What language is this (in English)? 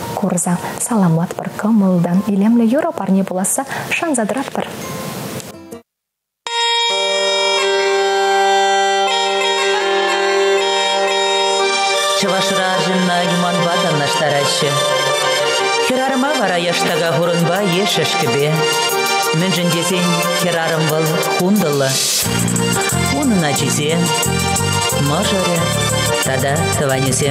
Chuvash